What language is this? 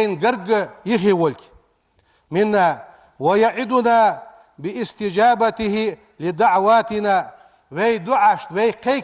Ingush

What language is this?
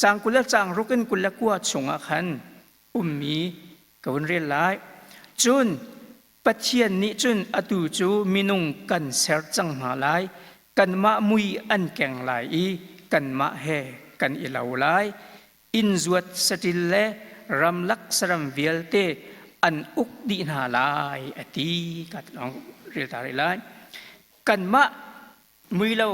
Hakha Chin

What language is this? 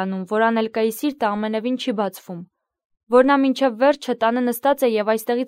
Armenian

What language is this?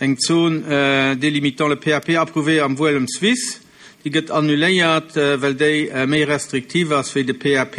Luxembourgish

